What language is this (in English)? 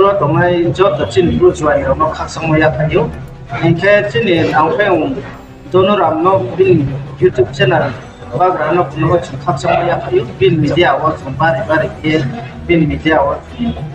Riang (India)